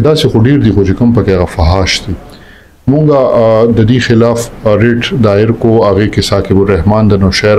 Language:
Pashto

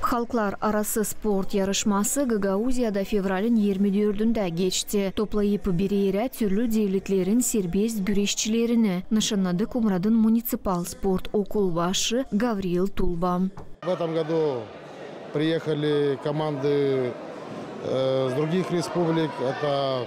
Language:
Gagauz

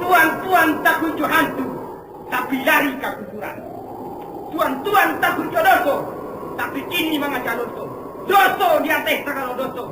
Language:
Minangkabau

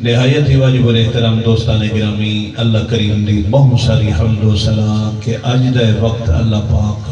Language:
Saraiki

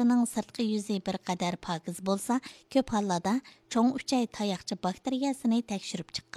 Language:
Uyghur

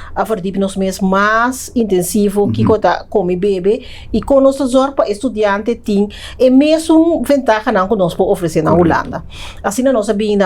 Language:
Papiamento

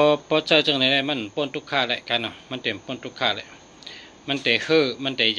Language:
Shan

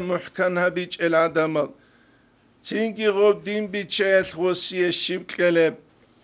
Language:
Avaric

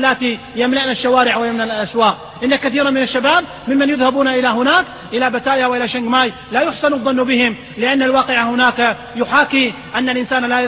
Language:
Arabic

